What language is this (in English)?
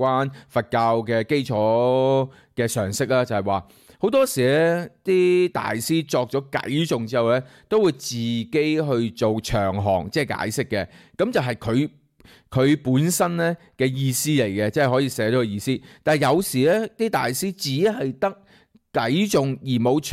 Cantonese